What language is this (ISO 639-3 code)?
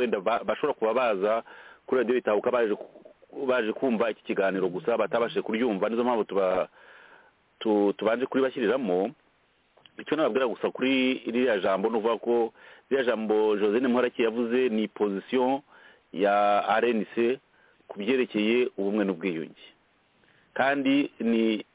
kin